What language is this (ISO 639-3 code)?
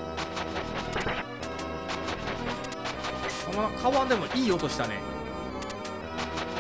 jpn